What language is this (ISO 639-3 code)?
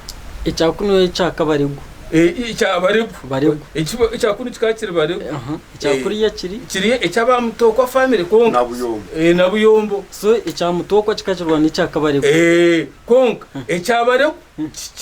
nyn